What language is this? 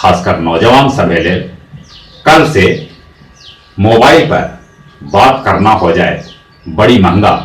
Magahi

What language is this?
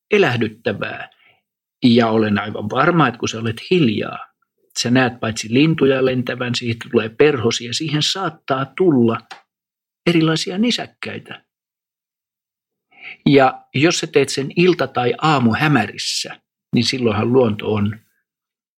Finnish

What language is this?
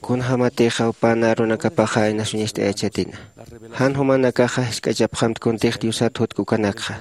Aymara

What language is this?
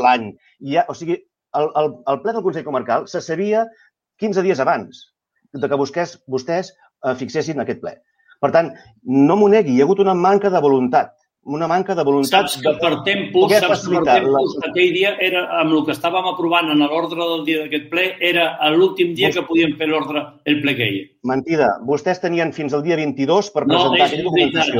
Catalan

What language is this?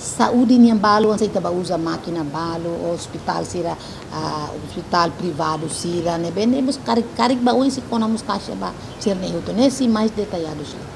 Tetum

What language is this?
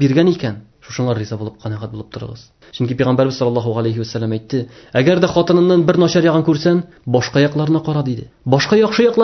Tatar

